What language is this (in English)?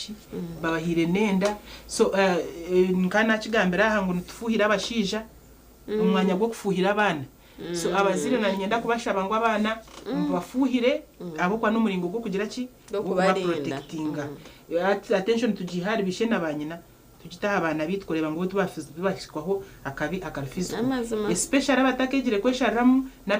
Nyankole